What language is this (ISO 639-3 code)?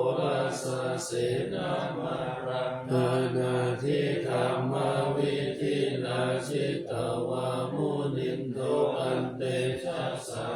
pli